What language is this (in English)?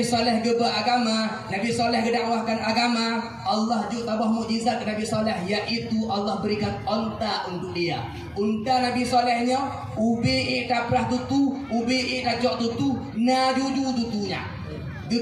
Achinese